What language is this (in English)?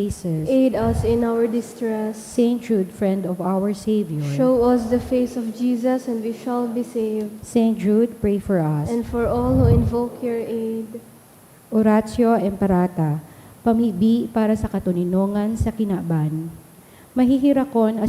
Bikol